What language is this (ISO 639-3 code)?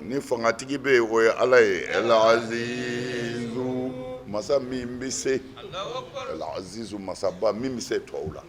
bam